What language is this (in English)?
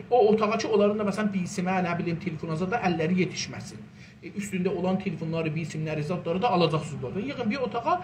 South Azerbaijani